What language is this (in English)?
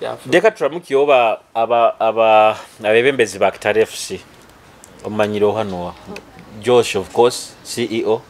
Nyoro